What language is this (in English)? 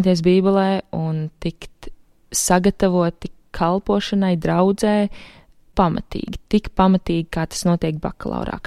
Latvian